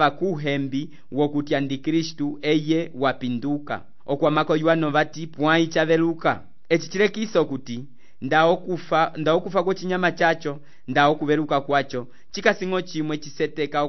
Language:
Umbundu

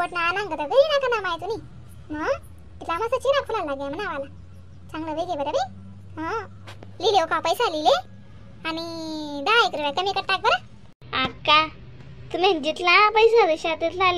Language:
Khandesi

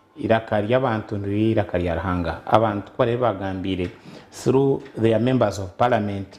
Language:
Nyankole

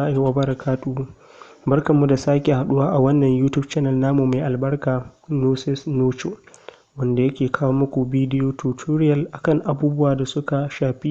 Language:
Hausa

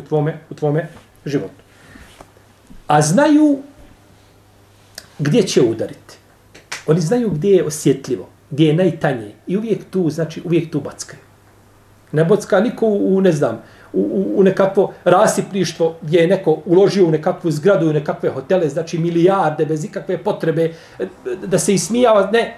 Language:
Bosnian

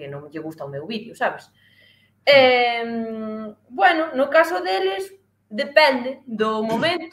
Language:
Galician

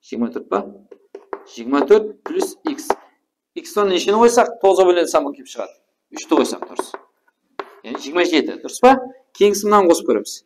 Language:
Kara-Kalpak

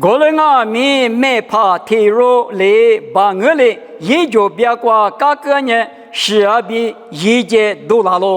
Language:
Lisu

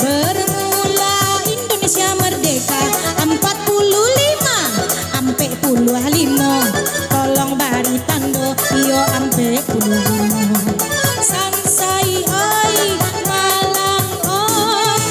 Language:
Minangkabau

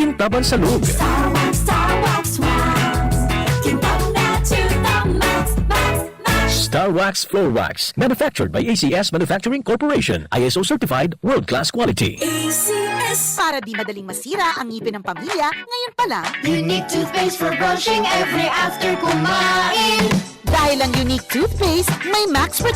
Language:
Bikol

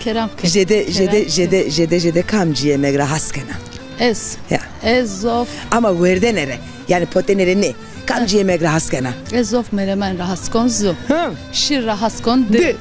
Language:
Zaza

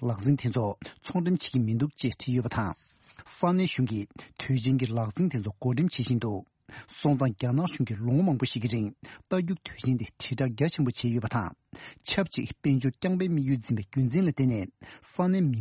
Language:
Tibetan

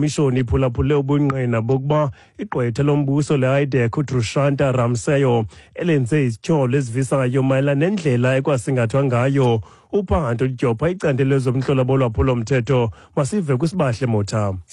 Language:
Xhosa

